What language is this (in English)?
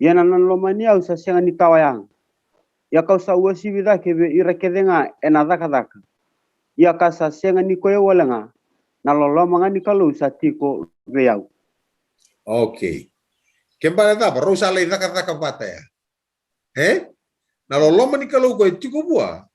Fijian